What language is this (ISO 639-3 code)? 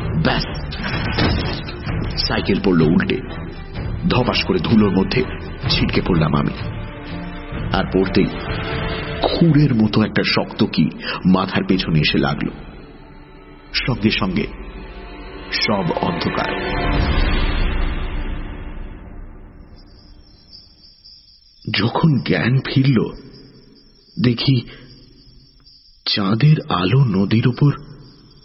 ben